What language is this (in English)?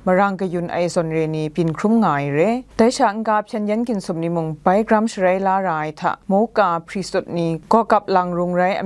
Kachin